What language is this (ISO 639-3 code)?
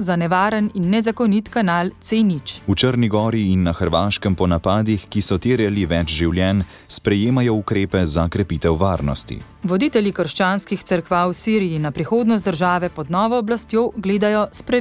slv